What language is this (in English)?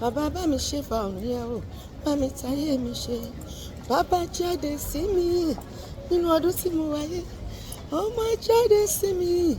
Yoruba